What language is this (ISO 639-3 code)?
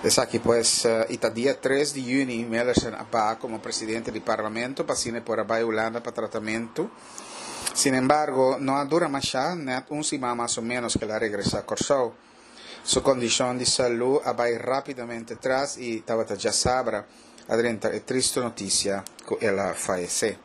pap